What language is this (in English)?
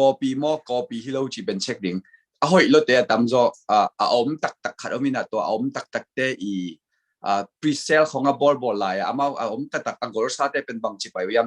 Tedim Chin